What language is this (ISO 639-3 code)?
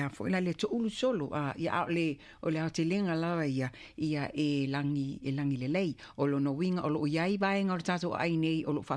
smo